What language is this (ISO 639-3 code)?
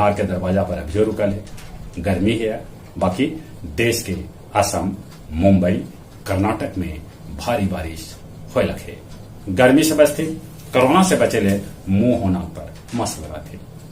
mag